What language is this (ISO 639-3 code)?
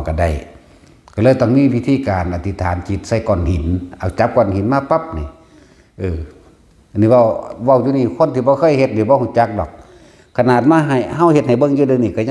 tts